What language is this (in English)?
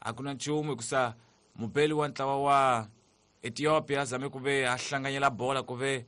Tsonga